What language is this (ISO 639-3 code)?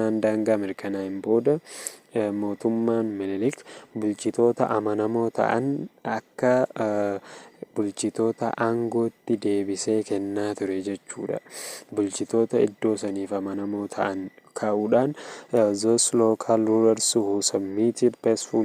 orm